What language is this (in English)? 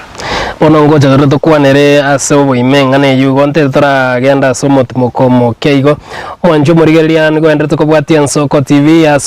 Gusii